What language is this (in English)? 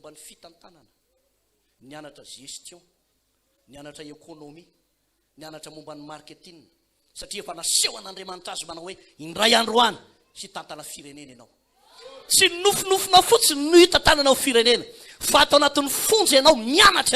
Malagasy